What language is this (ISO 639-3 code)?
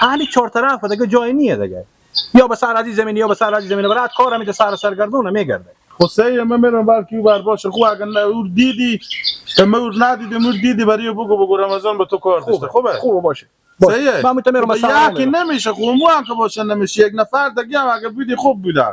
fas